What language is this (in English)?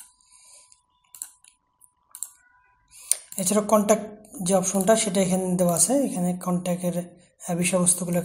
Bangla